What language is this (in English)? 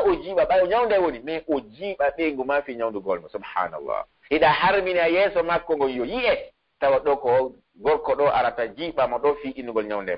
Pular